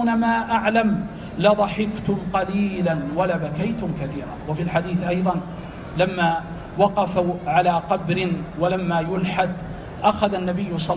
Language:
Arabic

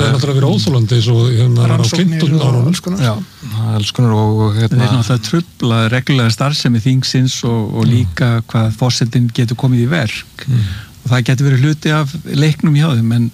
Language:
Icelandic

